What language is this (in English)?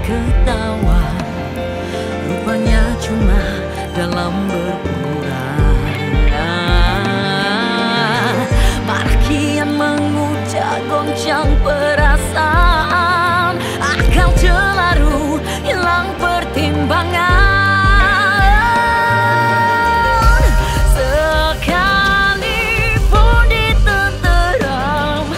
Indonesian